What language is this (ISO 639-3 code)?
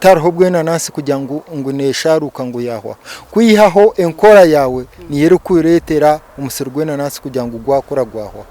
nyn